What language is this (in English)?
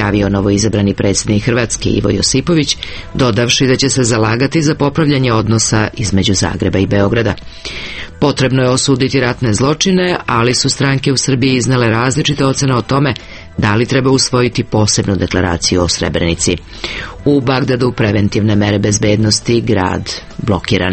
Serbian